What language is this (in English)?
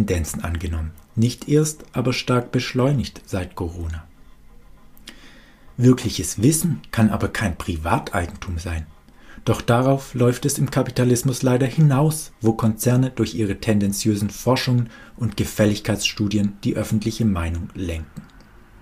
German